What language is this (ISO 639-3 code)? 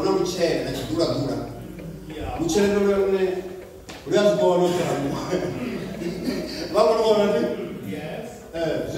ven